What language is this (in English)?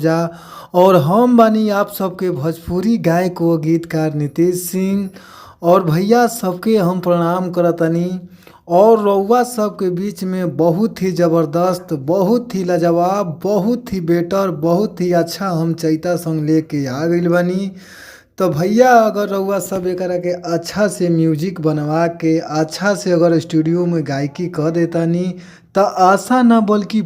Bhojpuri